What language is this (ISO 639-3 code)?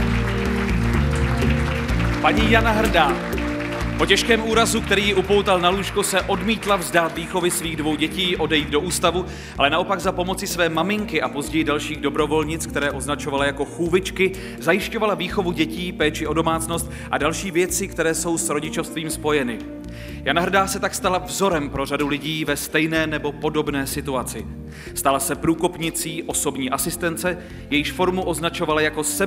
ces